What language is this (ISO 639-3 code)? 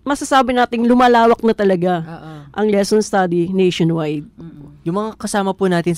fil